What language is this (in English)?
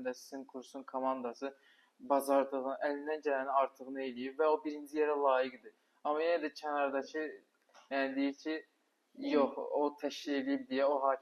Azerbaijani